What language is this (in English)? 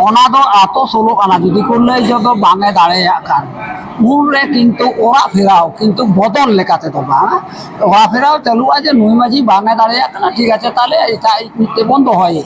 Santali